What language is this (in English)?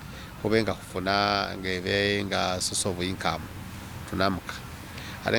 Masaaba